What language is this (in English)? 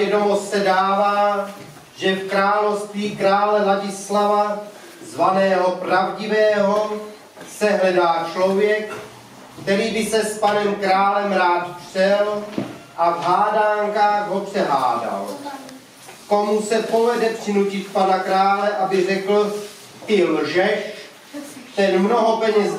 Czech